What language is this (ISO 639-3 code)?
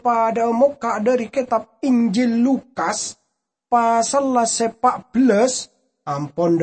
mad